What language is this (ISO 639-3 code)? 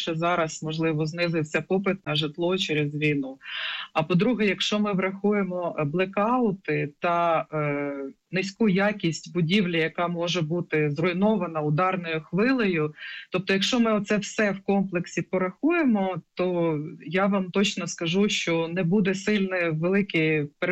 ukr